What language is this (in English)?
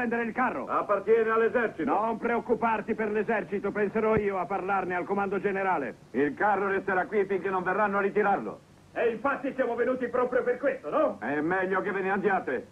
Italian